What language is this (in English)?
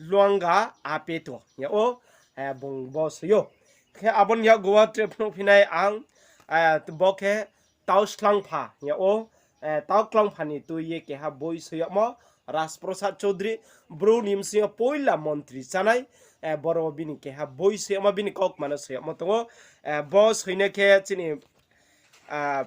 Riang (India)